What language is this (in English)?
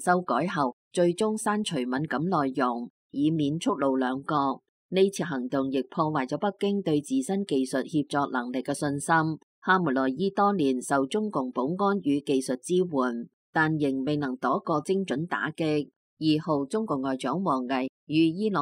Cantonese